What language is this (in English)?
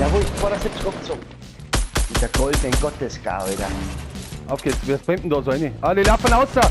Bavarian